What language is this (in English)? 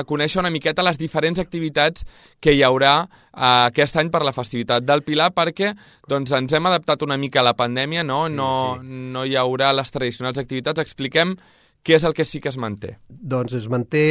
Catalan